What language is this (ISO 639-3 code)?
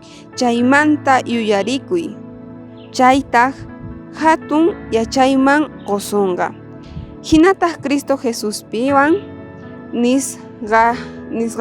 quh